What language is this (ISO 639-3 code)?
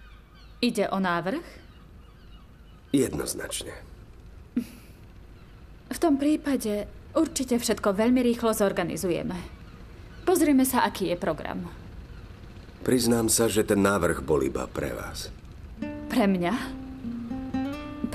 slk